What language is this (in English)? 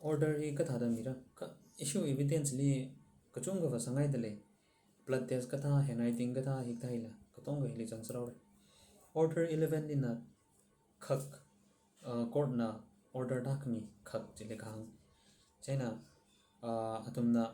Tangkhul Naga (India)